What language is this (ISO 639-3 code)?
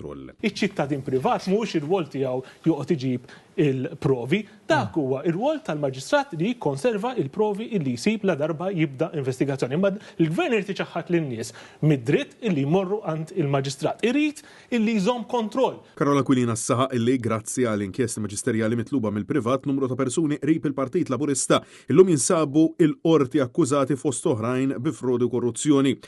mlt